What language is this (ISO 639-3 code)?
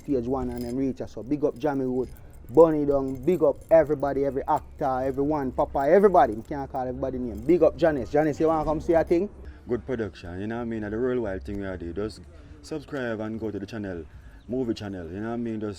jam